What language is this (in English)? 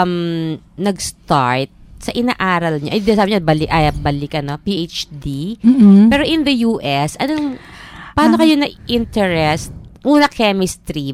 Filipino